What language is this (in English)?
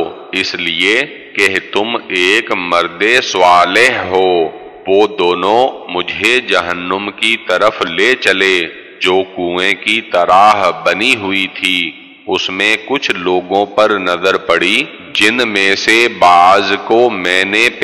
Urdu